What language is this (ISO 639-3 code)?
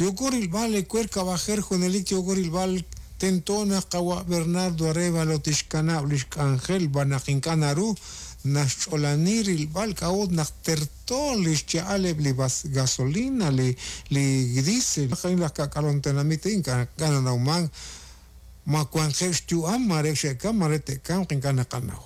kek